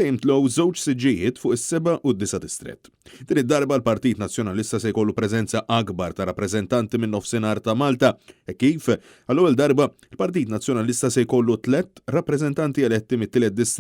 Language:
Maltese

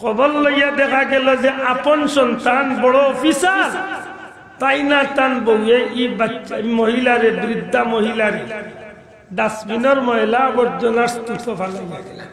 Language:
Sylheti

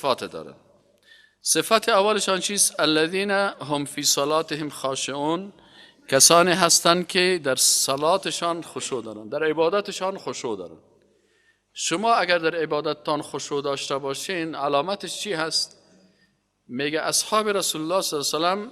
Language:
Persian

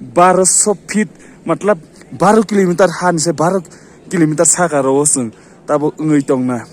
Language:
Kok Borok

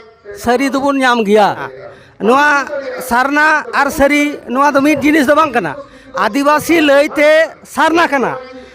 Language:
Santali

